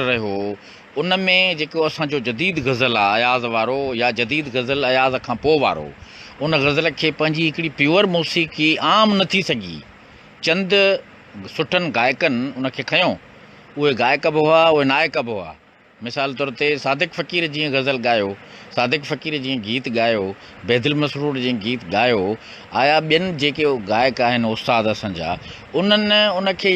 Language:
Sindhi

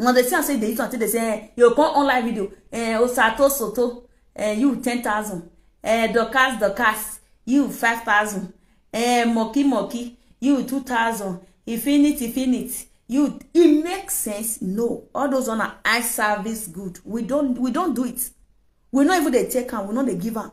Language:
Nigerian Pidgin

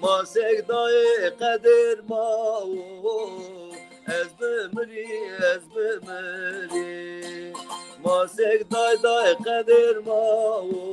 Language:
Zaza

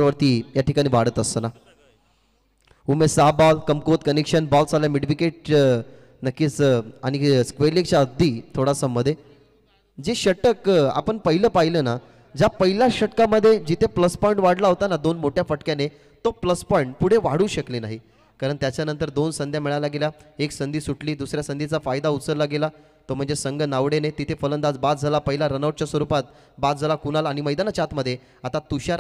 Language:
Marathi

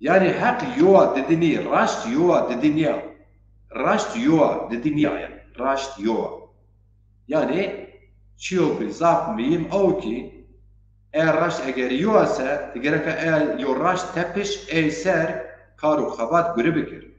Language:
Zaza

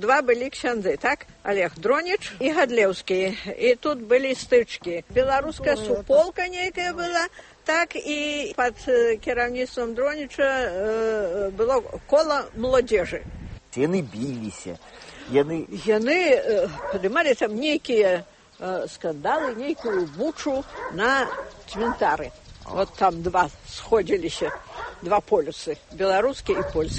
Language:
Belarusian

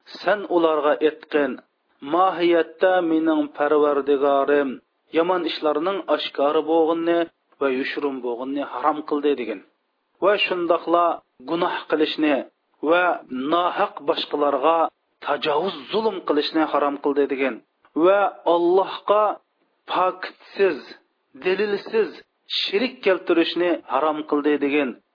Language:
Uyghur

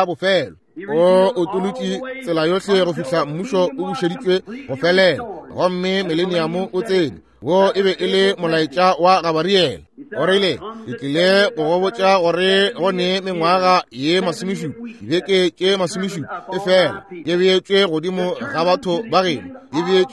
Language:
Northern Sotho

